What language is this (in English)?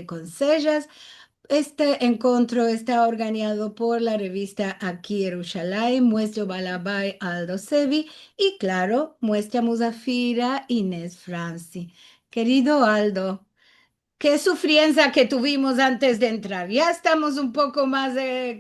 Ladino